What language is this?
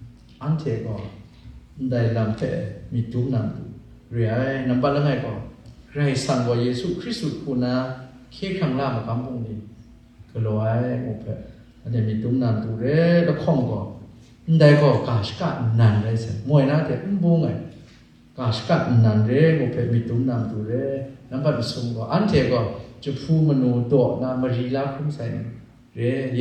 Kachin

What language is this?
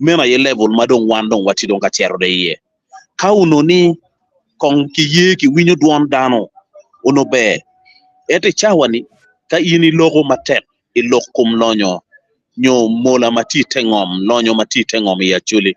Acoli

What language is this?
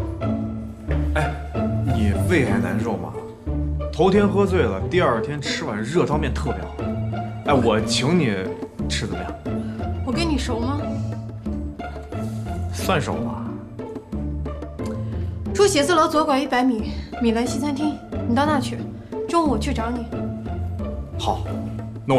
Chinese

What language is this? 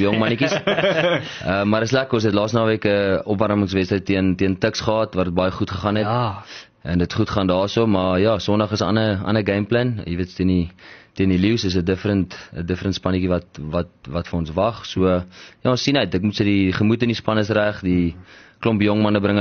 Afrikaans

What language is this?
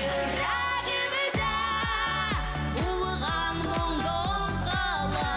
Bashkir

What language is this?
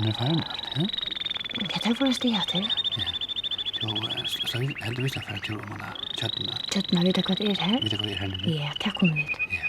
Faroese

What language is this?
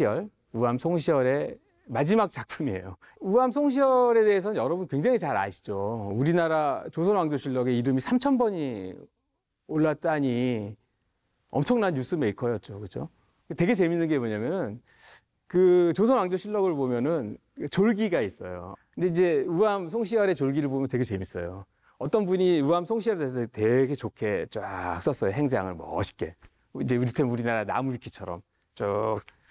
Korean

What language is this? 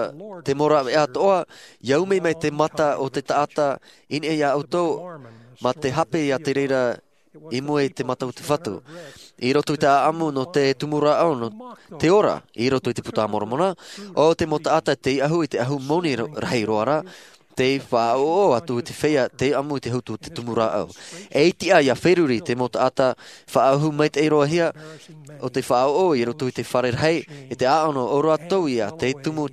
Tahitian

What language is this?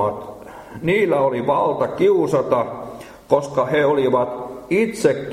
Finnish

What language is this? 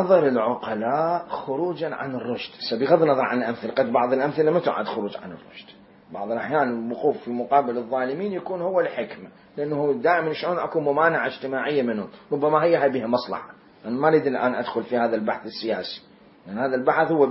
Mesopotamian Arabic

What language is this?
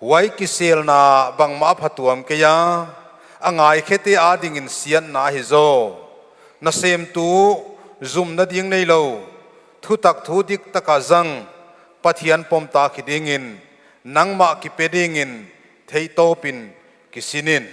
Paite Chin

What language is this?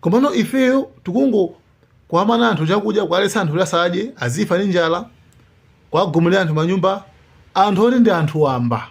Nyanja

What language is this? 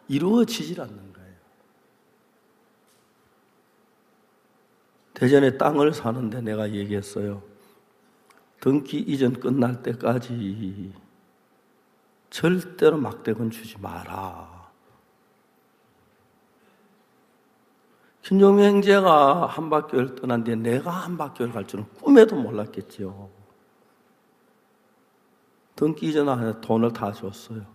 Korean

